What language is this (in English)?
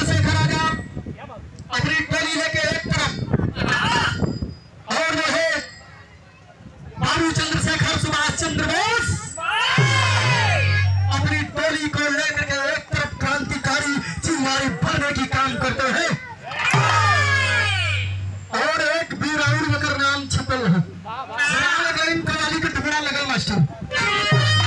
Bhojpuri